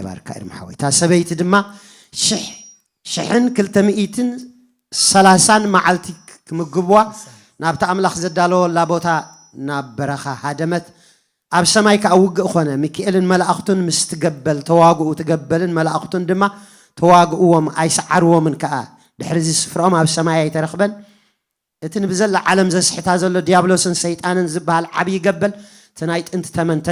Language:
Tigrinya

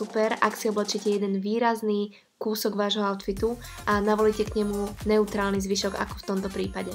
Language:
Slovak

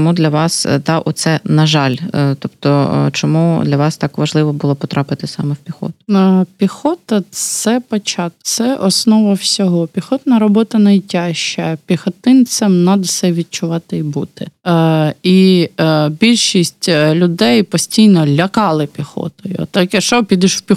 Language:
Ukrainian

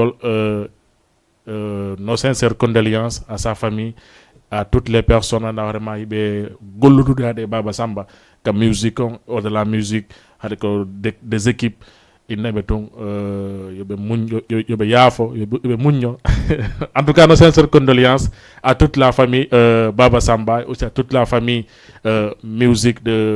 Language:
Fula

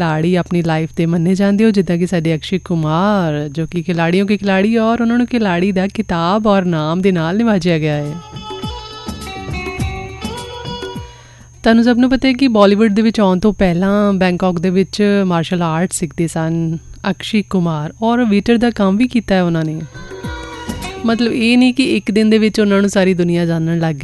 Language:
Punjabi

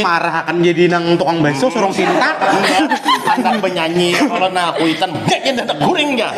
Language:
Banjar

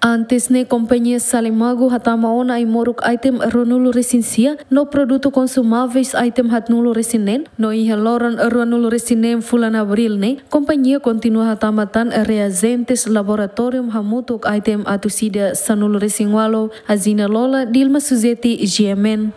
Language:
Tetum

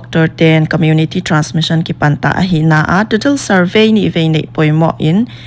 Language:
Paite Chin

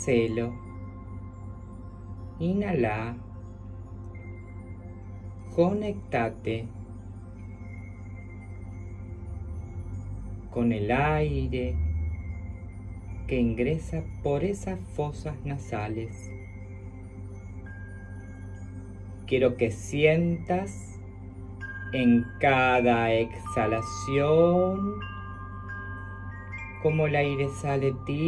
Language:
Spanish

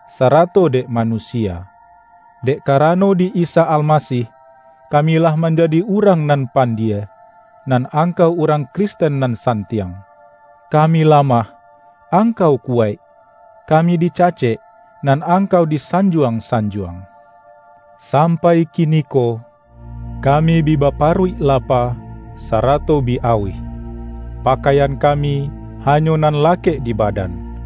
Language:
Minangkabau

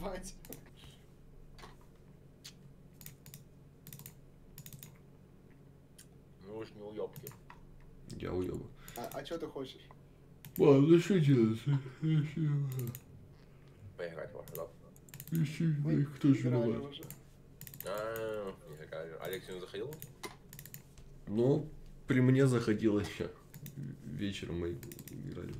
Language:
Russian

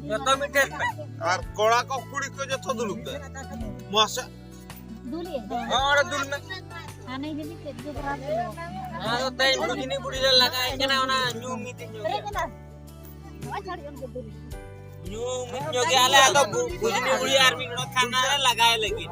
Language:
Santali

